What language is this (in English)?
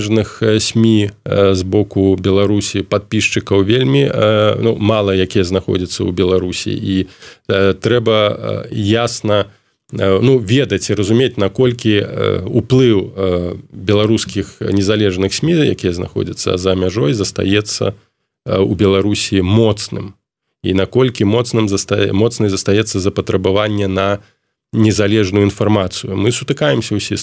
Belarusian